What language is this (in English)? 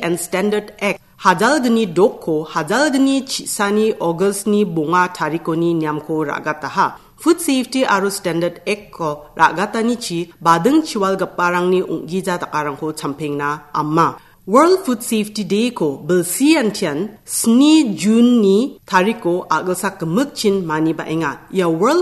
Garo